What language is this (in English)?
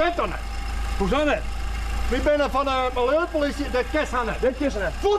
Western Frisian